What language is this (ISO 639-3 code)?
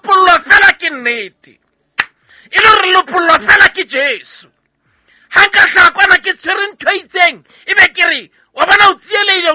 sot